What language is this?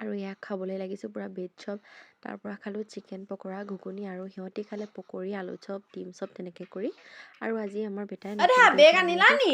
Assamese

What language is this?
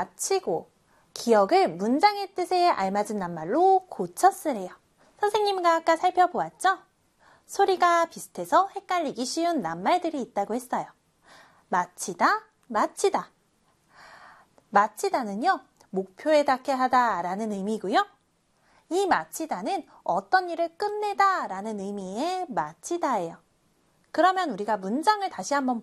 Korean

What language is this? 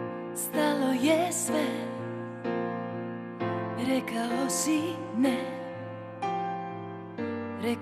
Croatian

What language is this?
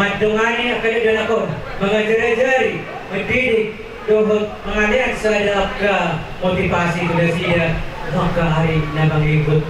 Batak Toba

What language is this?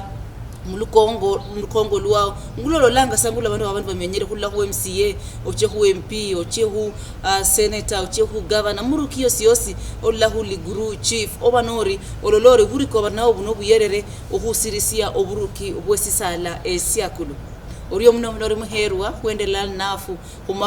Luyia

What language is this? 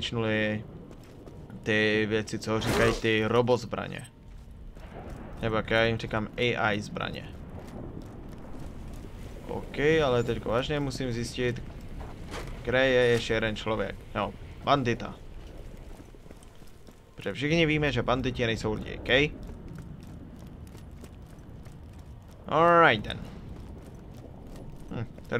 Czech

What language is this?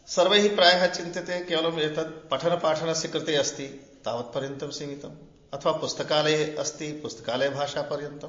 Sanskrit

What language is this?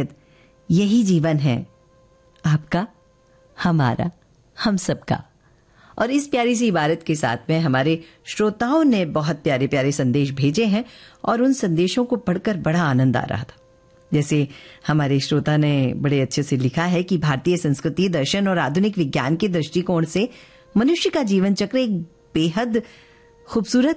Hindi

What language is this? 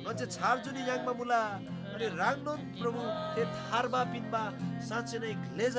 Eastern Tamang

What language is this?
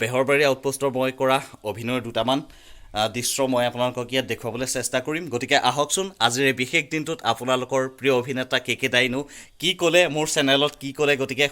Assamese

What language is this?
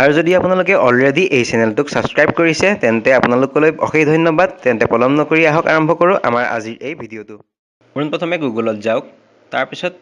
Assamese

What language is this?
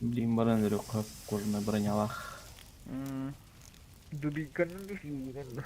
Yakut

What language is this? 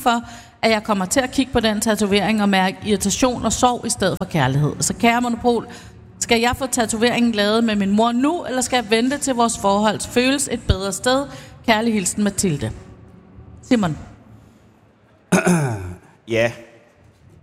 Danish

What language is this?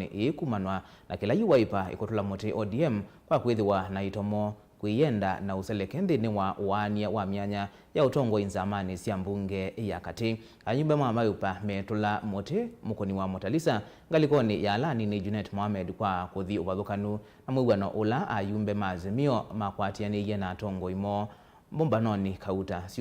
Kamba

